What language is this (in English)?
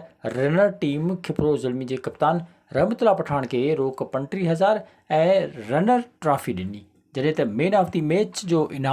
Sindhi